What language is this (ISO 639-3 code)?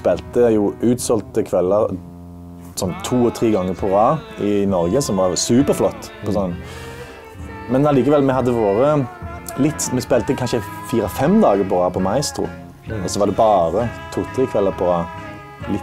nor